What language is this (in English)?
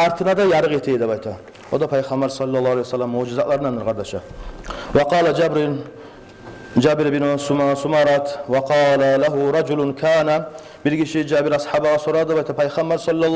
Kumyk